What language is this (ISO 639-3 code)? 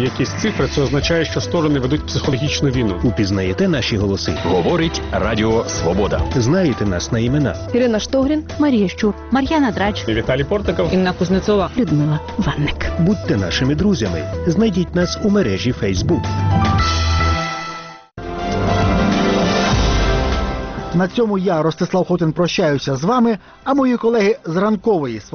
ukr